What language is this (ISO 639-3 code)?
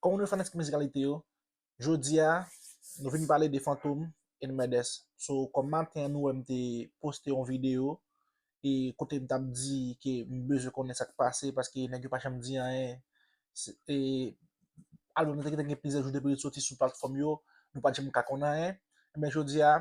hat